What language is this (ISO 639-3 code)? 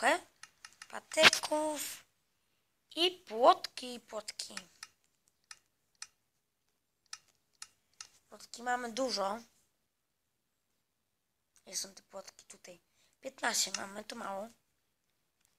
pol